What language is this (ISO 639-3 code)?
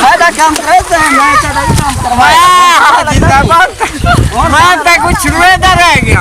skr